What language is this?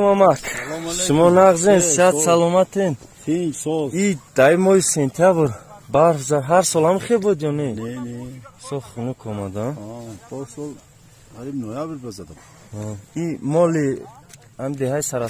Tajik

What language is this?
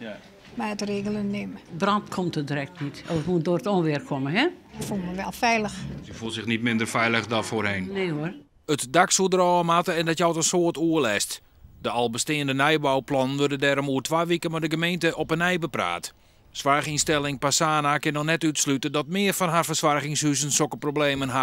Western Frisian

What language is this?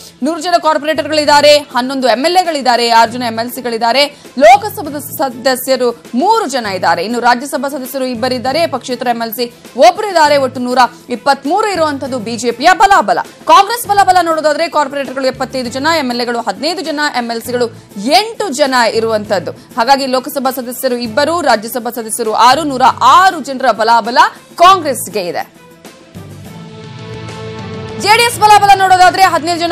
Kannada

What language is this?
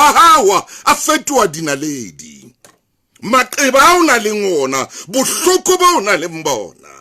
Southern Sotho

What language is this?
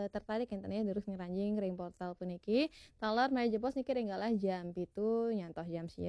Balinese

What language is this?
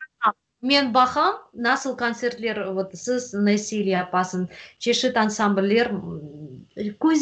Crimean Tatar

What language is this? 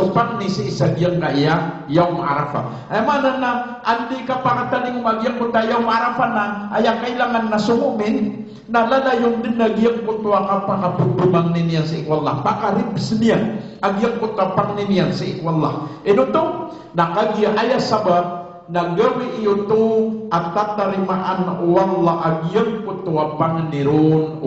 Maranao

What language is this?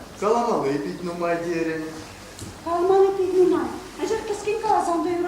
Chuvash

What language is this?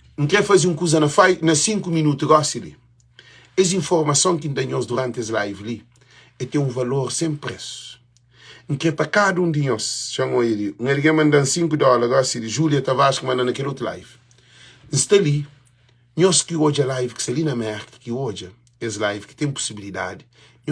Kabuverdianu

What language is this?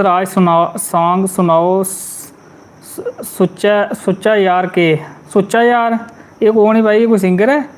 Dogri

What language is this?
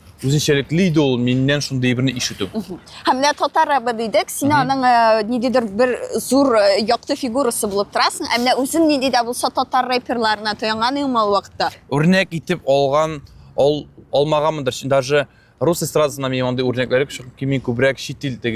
Tatar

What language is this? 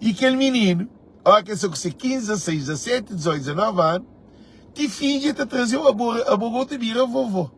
Kabuverdianu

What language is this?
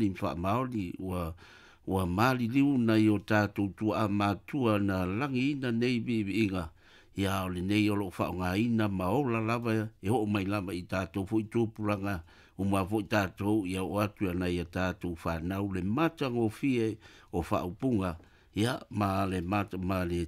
Samoan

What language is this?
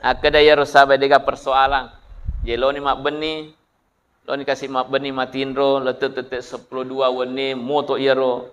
Buginese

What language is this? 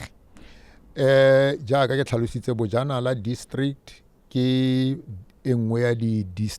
Tswana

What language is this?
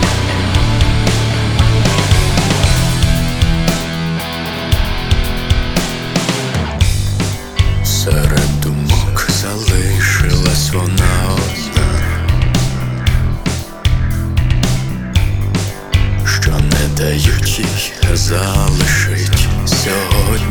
Ukrainian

